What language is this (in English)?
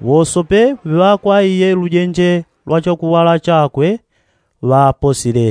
Yao